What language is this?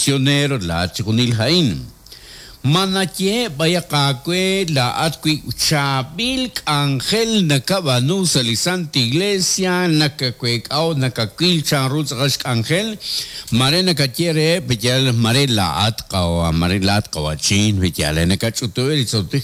Kekchí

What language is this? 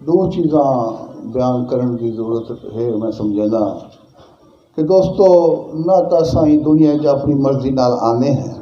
Saraiki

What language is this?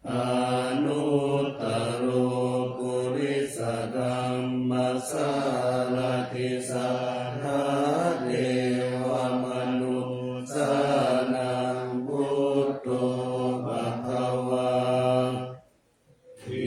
Pali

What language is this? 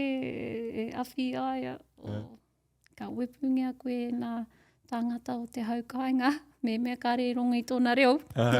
Māori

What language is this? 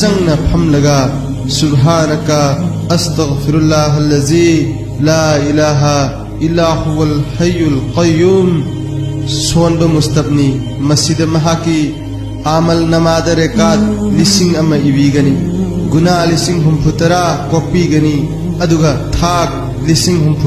Manipuri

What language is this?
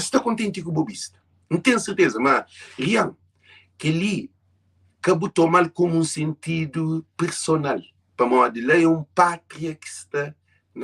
Kabuverdianu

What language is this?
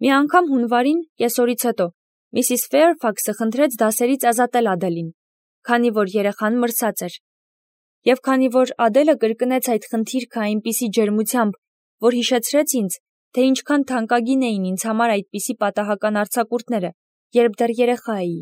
Armenian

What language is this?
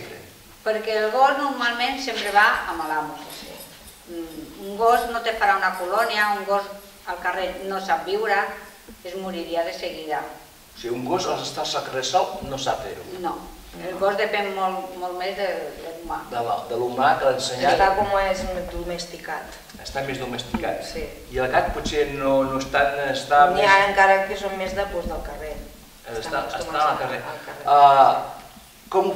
Catalan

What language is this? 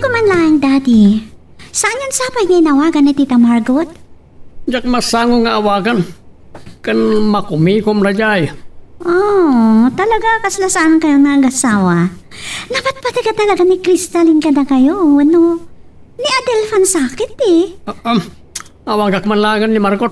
Iloko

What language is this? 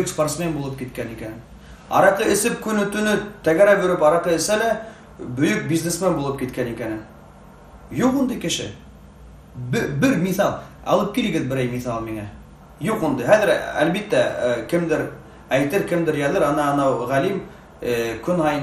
Bashkir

